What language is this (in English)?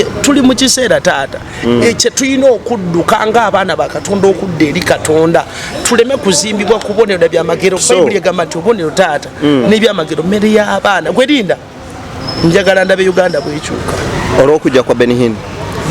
Ganda